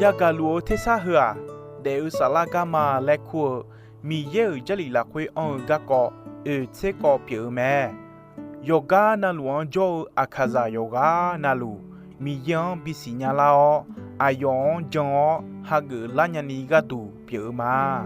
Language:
Akha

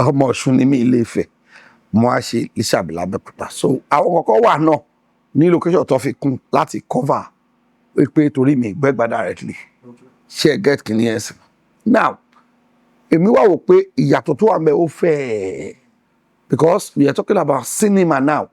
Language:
Yoruba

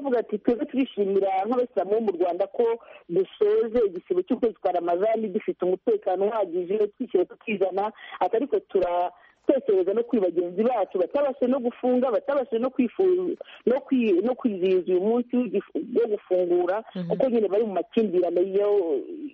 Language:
Kinyarwanda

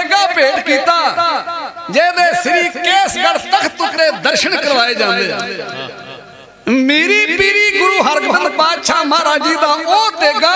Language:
Punjabi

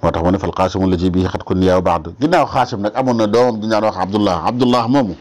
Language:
Wolof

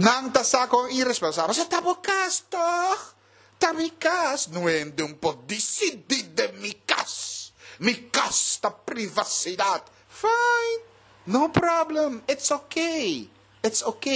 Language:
Papiamento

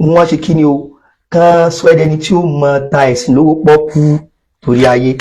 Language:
Yoruba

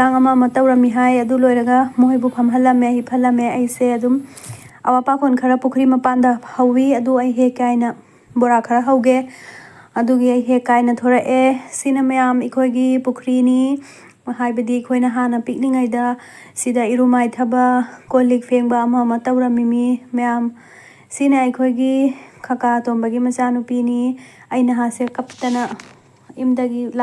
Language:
Manipuri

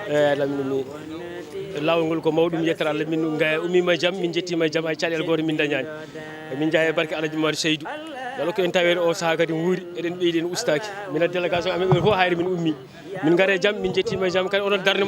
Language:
Fula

